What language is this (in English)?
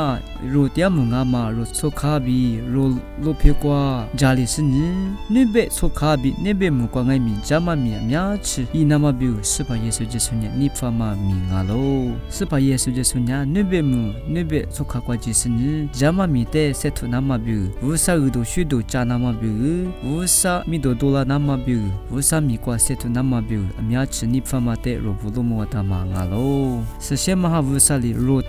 Lisu